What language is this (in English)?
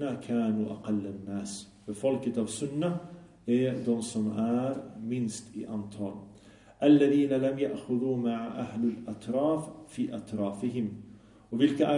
Swedish